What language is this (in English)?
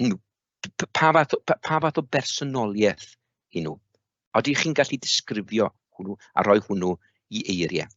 Welsh